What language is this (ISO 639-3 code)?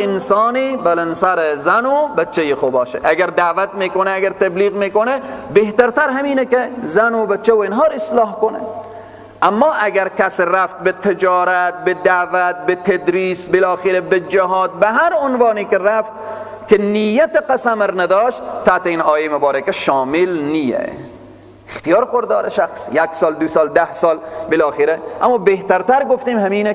fas